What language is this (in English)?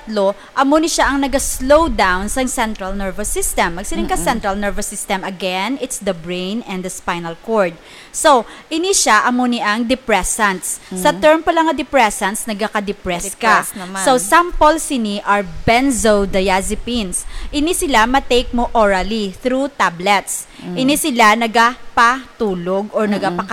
Hiligaynon